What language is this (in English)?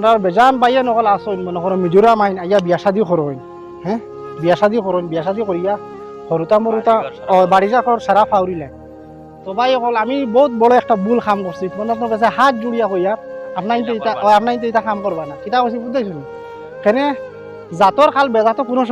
Sylheti